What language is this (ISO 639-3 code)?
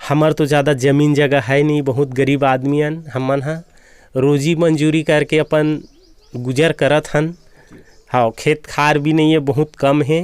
hne